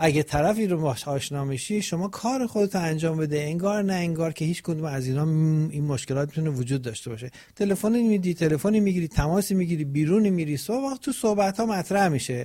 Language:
Persian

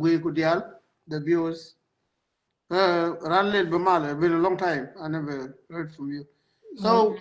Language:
Nuer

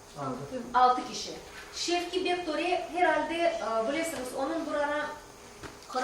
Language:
Crimean Tatar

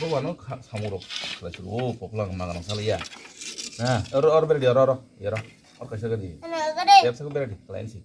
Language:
Kok Borok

